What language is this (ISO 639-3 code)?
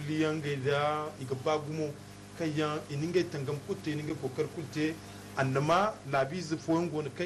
dje